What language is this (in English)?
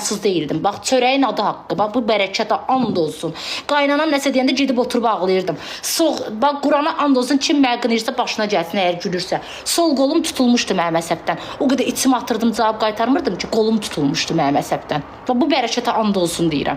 Azerbaijani